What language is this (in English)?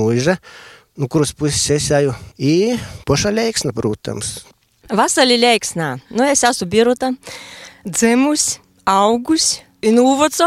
Latvian